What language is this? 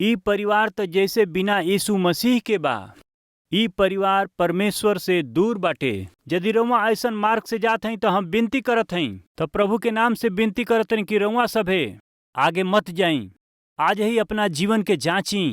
Bhojpuri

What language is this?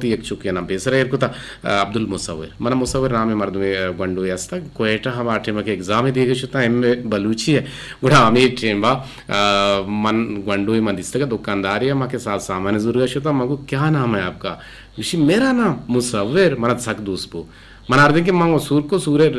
Eastern Balochi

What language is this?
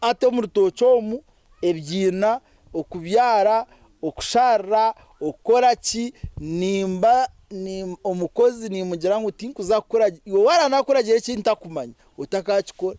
Nyankole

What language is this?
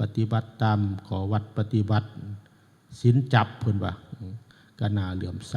Northeastern Thai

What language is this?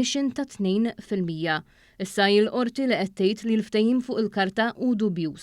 Maltese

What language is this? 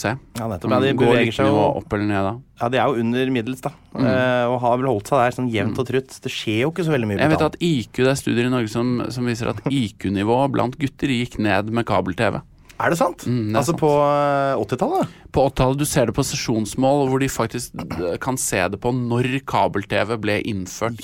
Norwegian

